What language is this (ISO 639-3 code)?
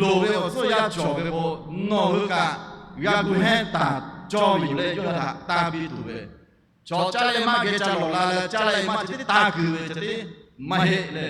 lhu